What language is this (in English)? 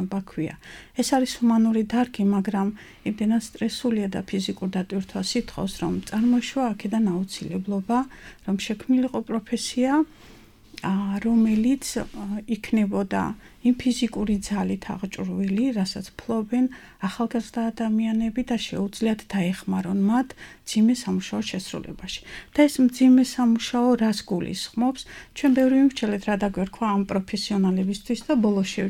Georgian